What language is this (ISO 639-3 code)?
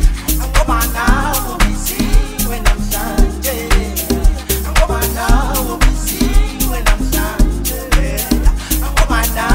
zul